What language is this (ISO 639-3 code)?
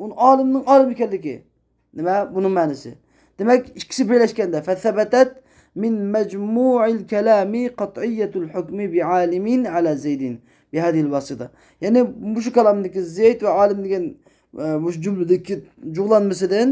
uig